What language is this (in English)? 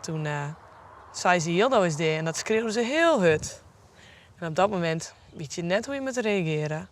Western Frisian